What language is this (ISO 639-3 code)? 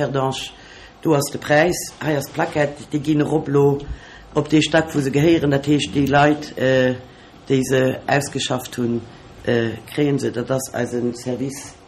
ltz